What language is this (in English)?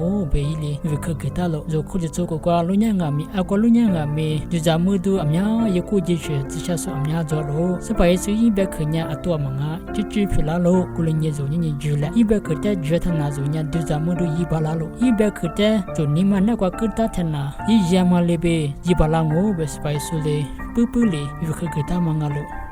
Lisu